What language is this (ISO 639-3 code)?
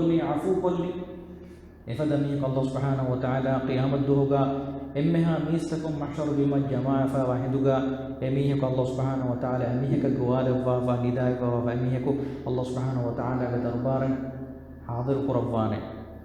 div